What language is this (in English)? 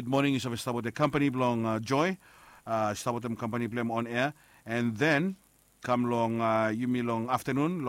Bislama